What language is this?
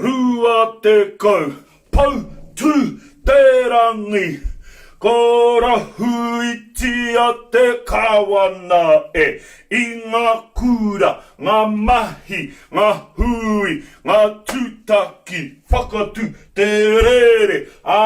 Māori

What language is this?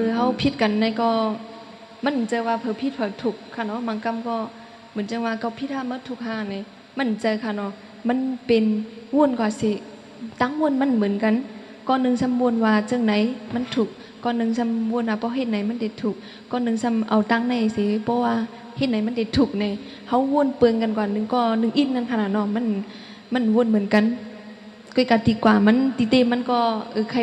Shan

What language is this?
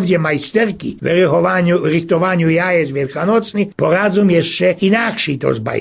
Silesian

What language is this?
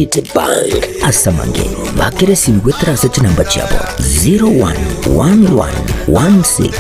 Gusii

